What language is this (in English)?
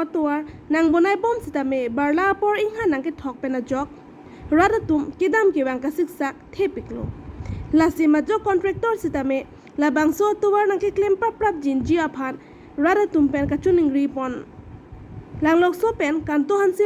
Karbi